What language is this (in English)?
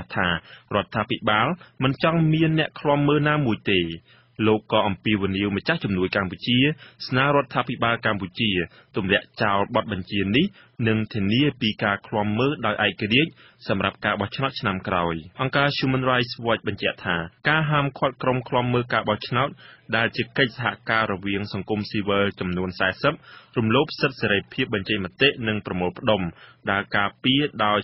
Khmer